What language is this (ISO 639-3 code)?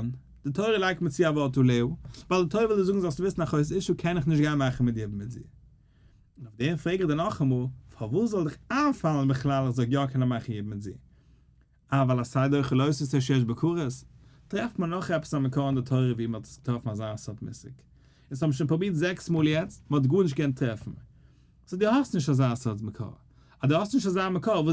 yid